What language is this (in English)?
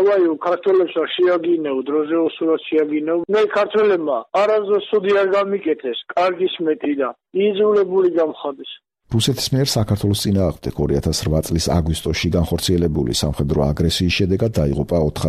Georgian